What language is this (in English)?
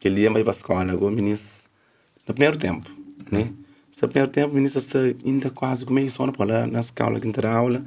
Kabuverdianu